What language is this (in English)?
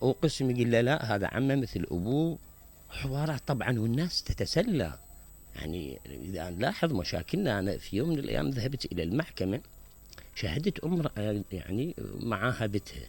Mesopotamian Arabic